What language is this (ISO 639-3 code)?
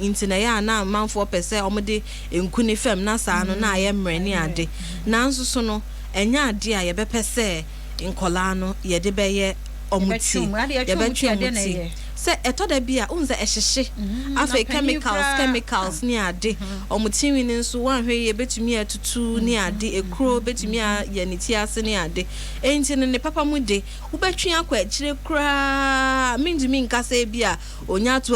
aka